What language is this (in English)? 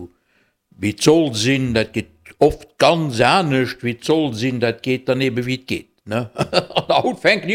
Luxembourgish